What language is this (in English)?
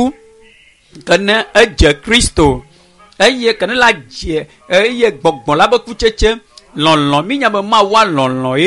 Ewe